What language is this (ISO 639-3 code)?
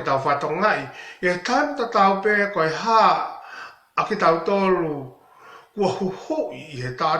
ton